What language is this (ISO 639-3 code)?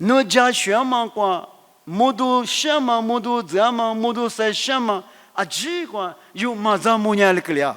lis